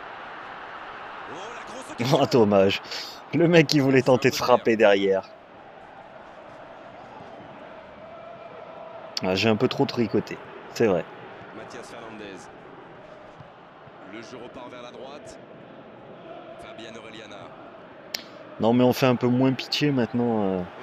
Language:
French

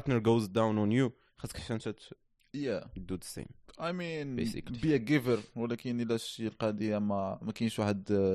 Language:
Moroccan Arabic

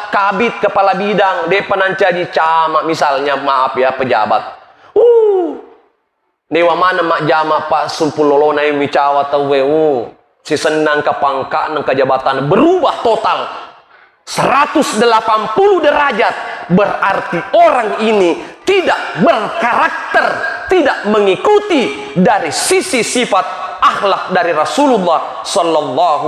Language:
Buginese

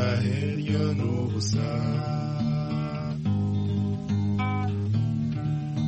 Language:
Kinyarwanda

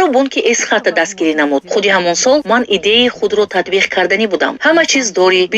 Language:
Tajik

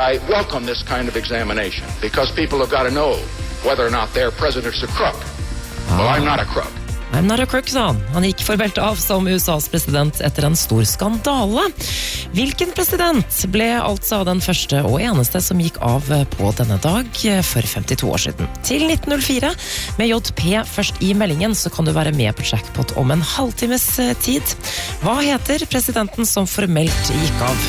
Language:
Norwegian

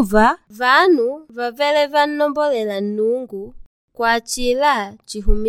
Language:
Makonde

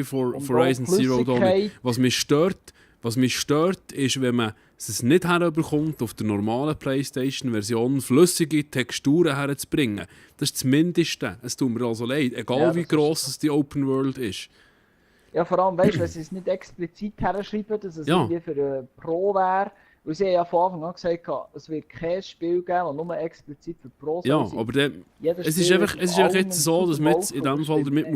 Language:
Swiss German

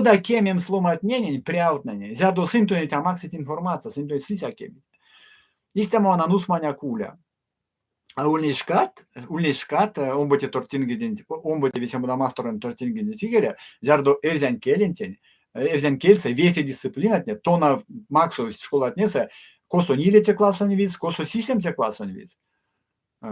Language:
Erzya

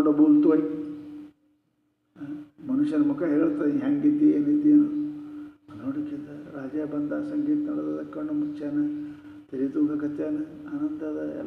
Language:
Kannada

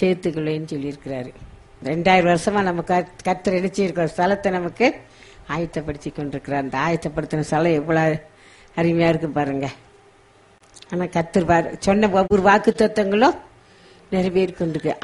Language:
Tamil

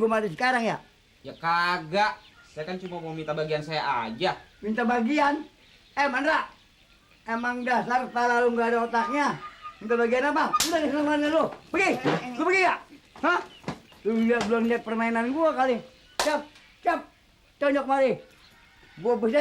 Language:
Betawi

